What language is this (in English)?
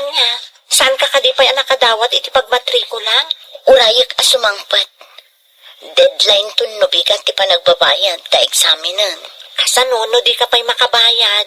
Iloko